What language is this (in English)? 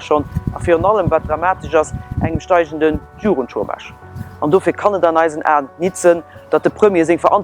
Luxembourgish